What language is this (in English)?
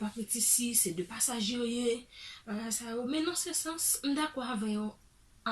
Haitian Creole